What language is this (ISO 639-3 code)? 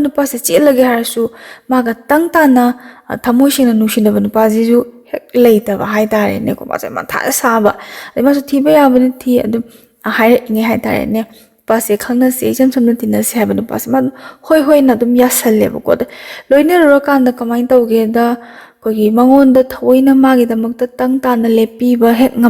mni